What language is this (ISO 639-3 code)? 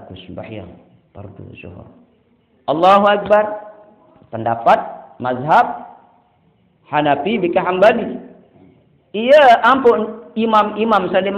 sas